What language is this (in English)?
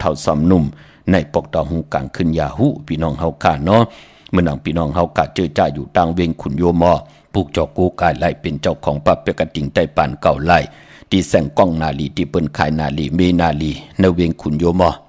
Shan